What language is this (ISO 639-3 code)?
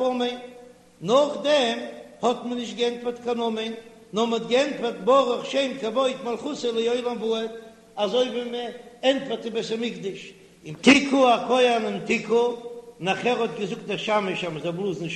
yid